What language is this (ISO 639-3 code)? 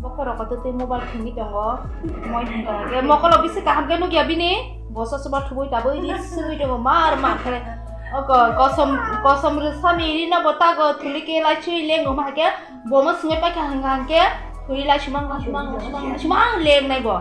trp